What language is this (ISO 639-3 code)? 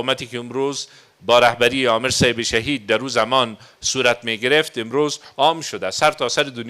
fas